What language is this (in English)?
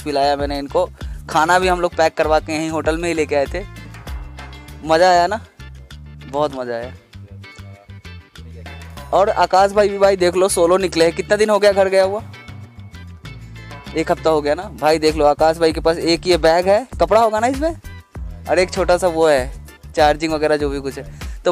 Hindi